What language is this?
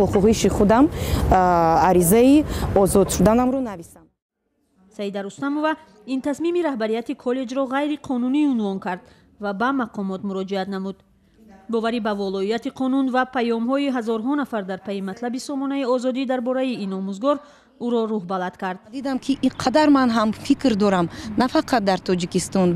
Tajik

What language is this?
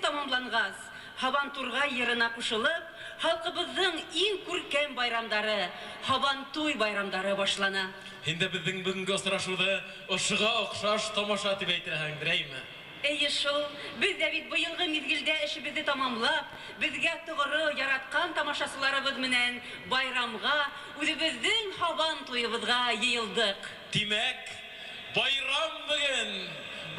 Bashkir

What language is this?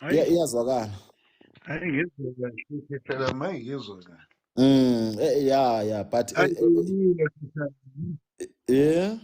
Zulu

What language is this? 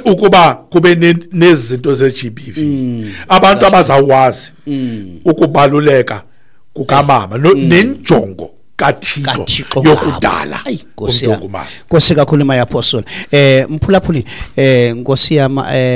Xhosa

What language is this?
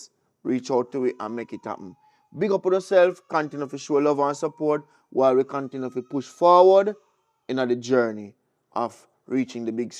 Jamaican Creole English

